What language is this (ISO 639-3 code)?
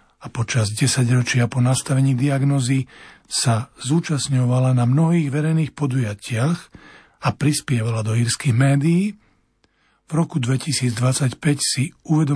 slk